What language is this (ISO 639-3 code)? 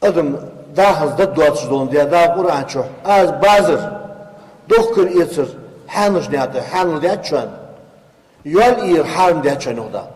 inh